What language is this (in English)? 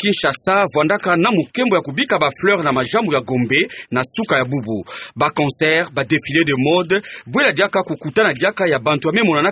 Kituba (Democratic Republic of Congo)